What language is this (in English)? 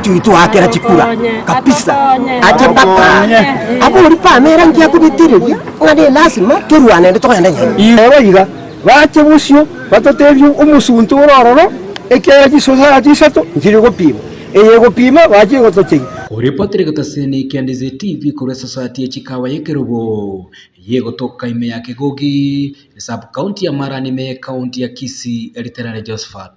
Gusii